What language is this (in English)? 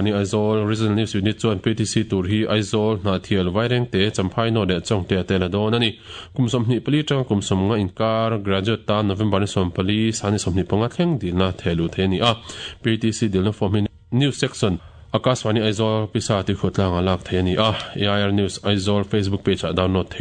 Mizo